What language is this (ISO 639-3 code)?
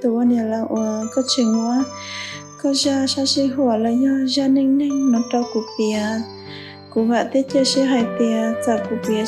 hmn